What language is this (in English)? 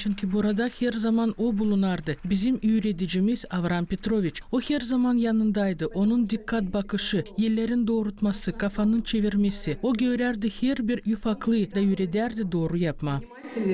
Gagauz